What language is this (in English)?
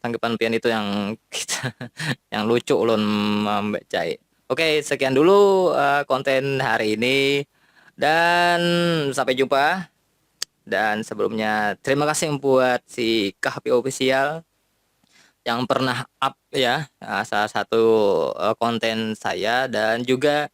Banjar